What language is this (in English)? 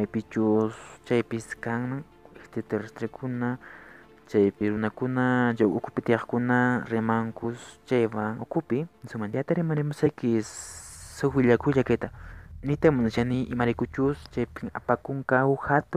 Quechua